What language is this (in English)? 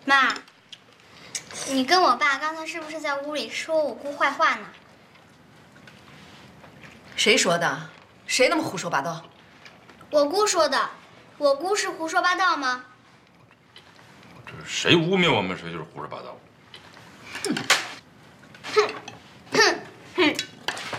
Chinese